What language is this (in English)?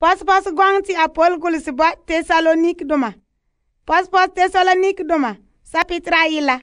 Frafra